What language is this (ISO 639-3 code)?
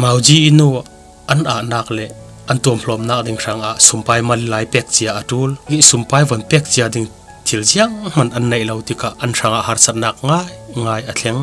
cfm